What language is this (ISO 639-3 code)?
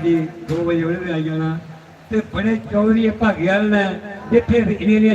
doi